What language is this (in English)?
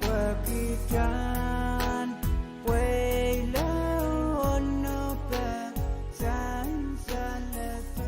Pohnpeian